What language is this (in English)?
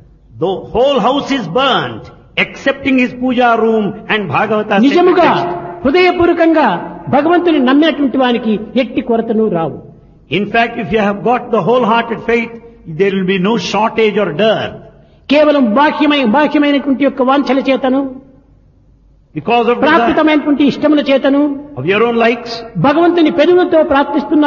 Telugu